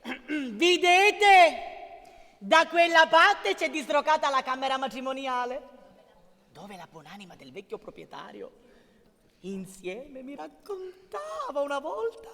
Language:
Sicilian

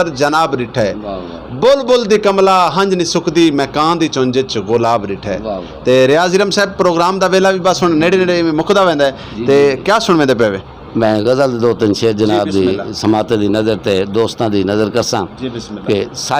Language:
Saraiki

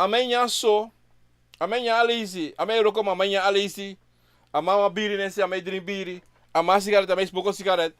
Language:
Sranan Tongo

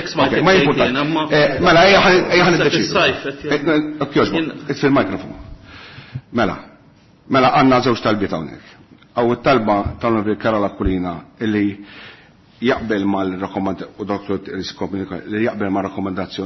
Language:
Maltese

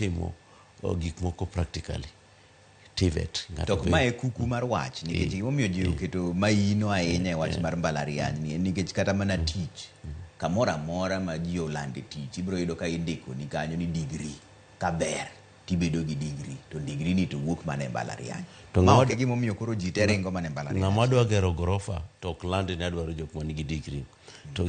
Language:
Luo (Kenya and Tanzania)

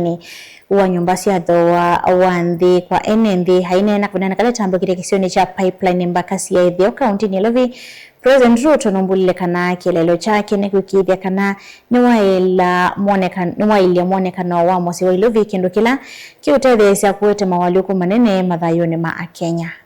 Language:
Kamba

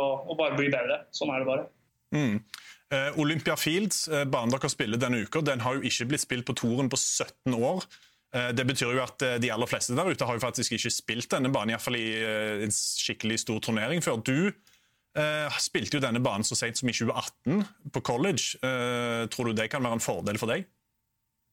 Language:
Norwegian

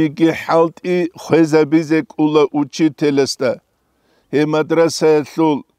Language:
Avaric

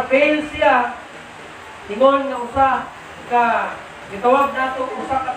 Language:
Cebuano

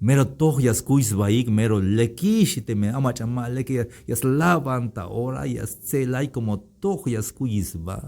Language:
Tzeltal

